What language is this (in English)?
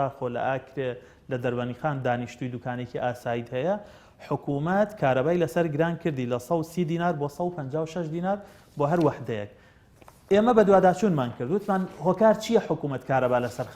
Central Kurdish